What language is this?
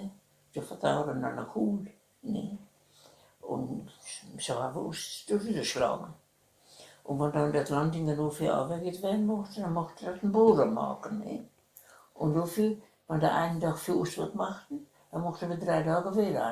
Westphalien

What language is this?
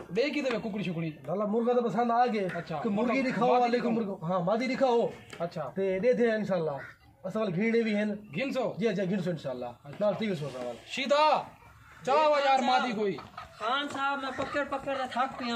Saraiki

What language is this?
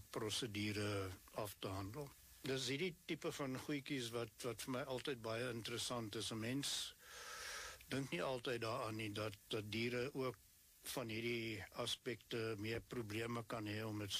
Afrikaans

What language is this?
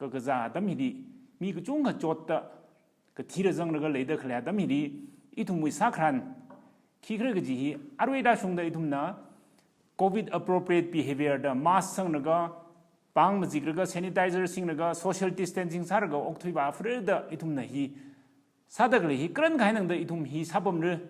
Tangkhul Naga (India)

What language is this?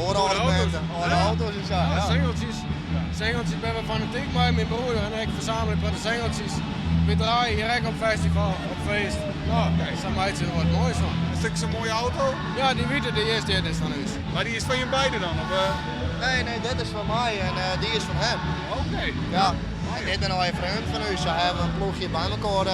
Western Frisian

